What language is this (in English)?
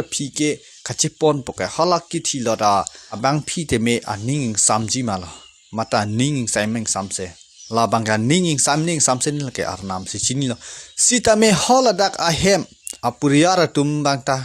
Karbi